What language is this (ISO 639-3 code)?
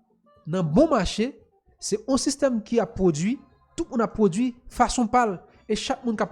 hat